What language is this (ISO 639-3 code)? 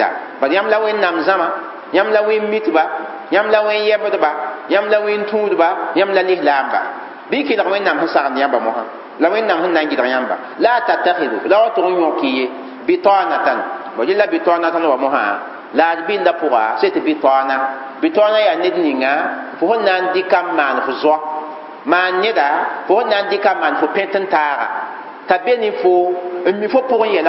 mos